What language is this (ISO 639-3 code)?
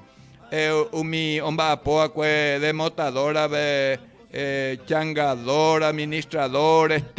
grn